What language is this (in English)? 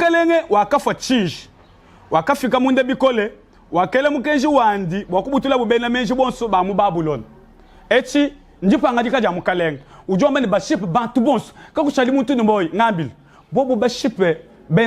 Luba-Lulua